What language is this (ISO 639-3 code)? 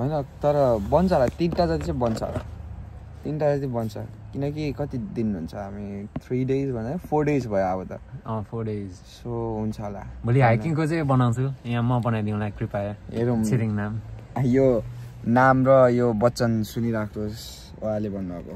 nep